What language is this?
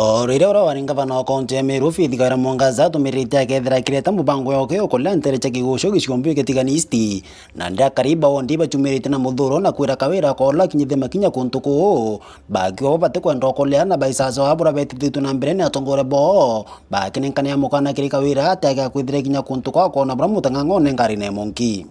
Meru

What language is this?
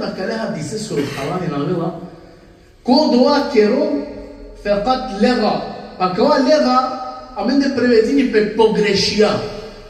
Balkan Romani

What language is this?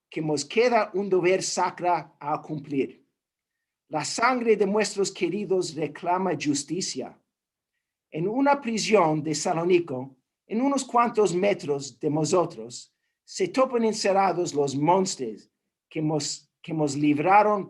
Ladino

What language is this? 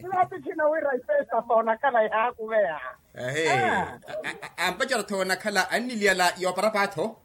Makhuwa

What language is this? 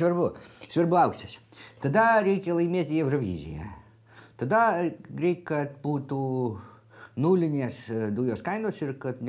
Lithuanian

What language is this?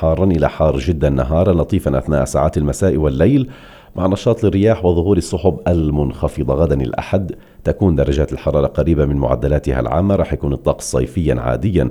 North Levantine Arabic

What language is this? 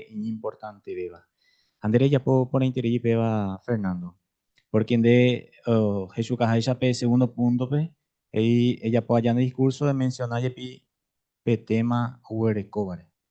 Guarani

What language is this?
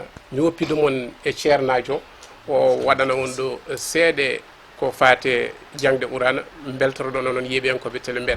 Fula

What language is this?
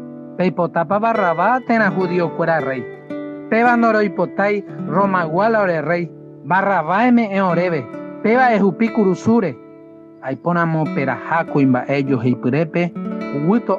Guarani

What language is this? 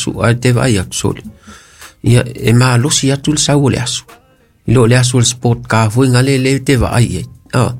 Samoan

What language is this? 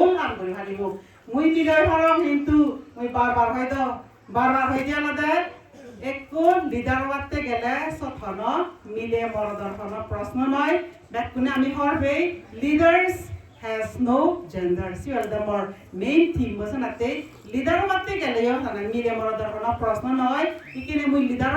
Chakma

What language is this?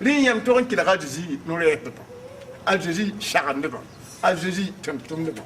Mossi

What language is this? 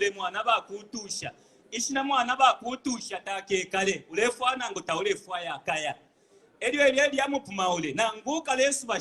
Bemba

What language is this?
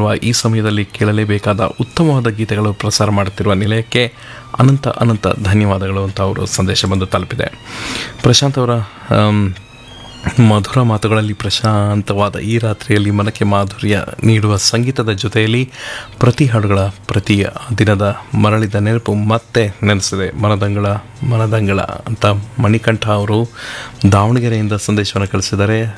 Kannada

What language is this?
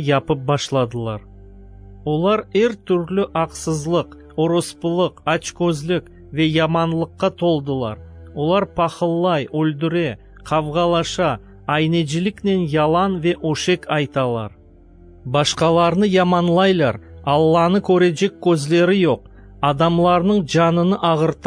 Crimean Tatar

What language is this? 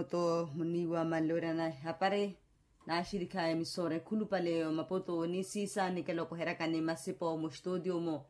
Makhuwa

